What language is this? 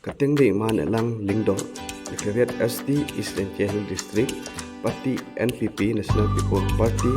Khasi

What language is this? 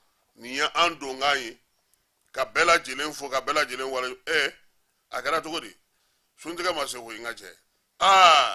Bambara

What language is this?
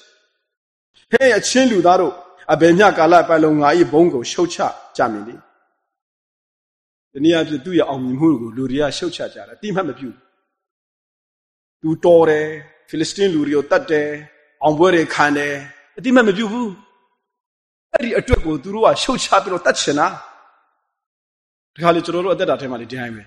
Burmese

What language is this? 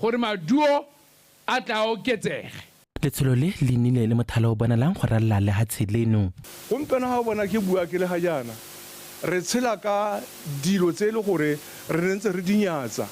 Tswana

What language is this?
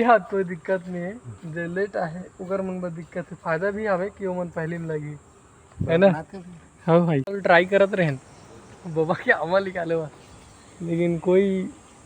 Chhattisgarhi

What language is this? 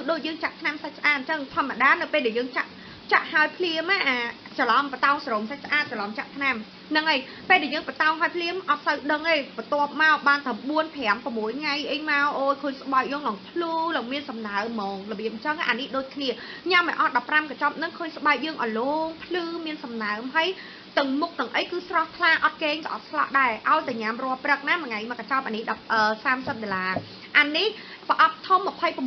Khmer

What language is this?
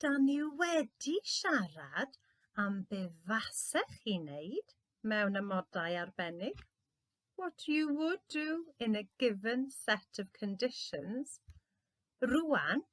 Welsh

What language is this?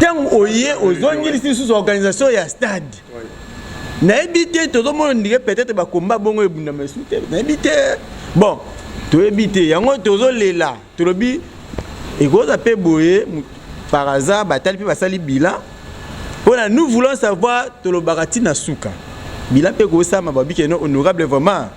Lingala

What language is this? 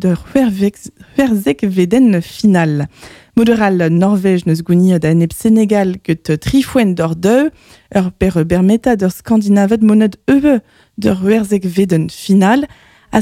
Breton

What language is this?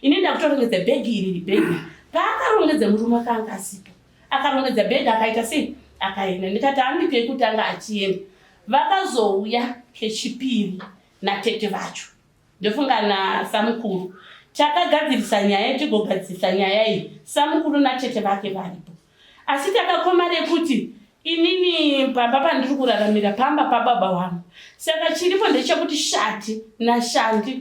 Shona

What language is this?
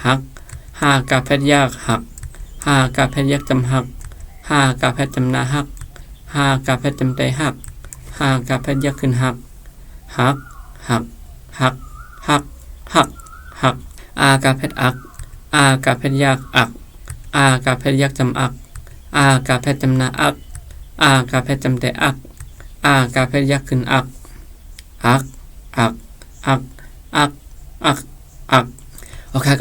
Shan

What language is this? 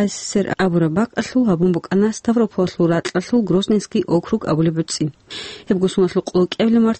Avaric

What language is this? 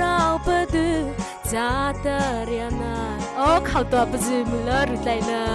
Mara Chin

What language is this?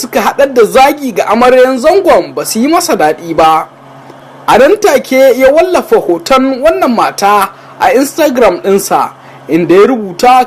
Hausa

